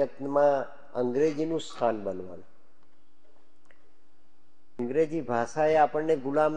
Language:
Gujarati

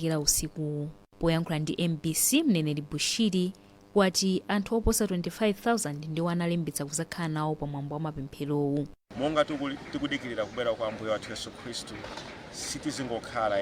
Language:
Nyanja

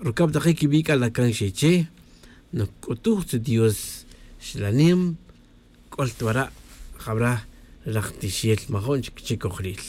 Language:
Kaqchikel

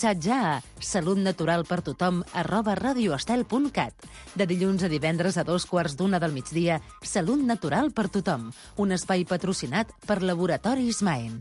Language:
Catalan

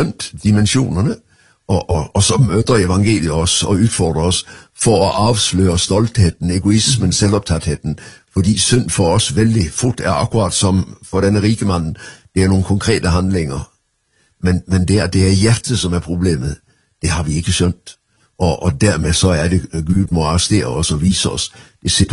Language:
Norwegian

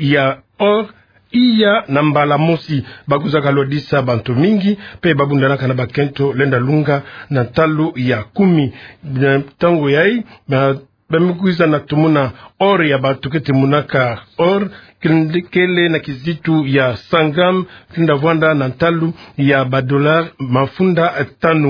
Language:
Kituba (Democratic Republic of Congo)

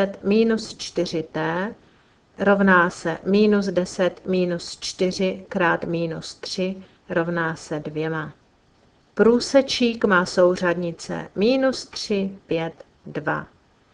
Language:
Czech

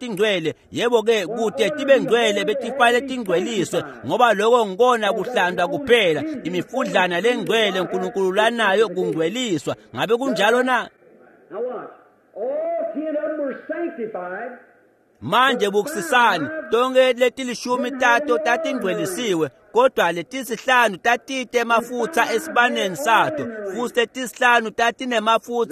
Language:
Swati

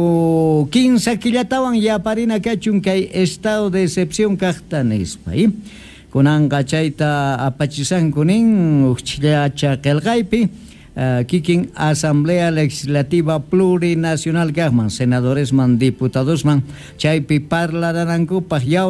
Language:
South Bolivian Quechua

